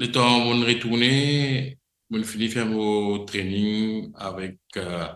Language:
Morisyen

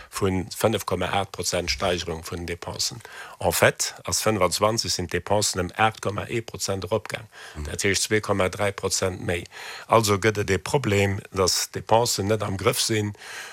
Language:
Luxembourgish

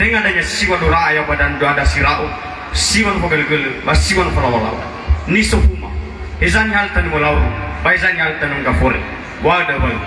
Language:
Nias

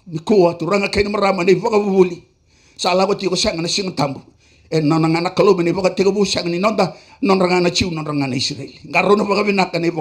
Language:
Fijian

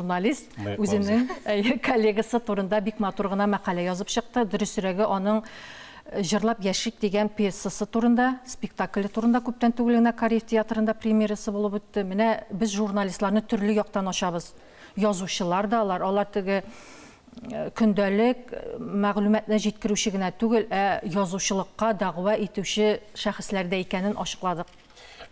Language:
Tatar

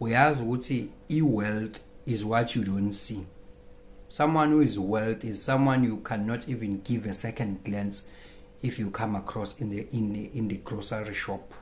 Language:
Zulu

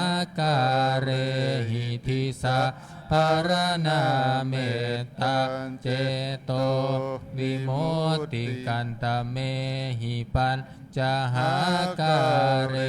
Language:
Pali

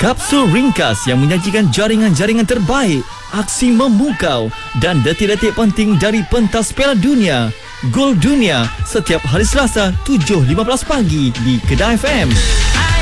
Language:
Malay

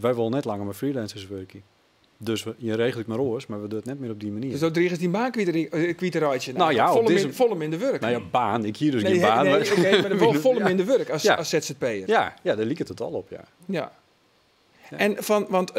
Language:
Western Frisian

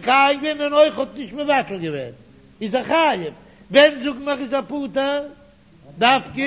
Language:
Yiddish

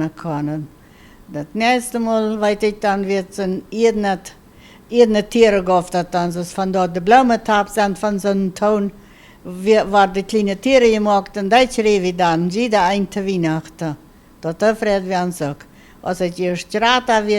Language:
Plautdietsch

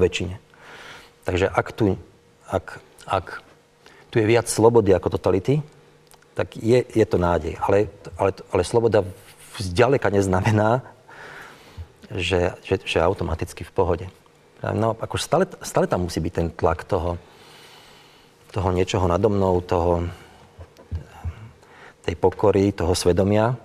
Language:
Slovak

